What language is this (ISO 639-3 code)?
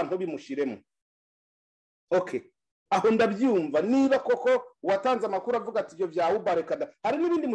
kin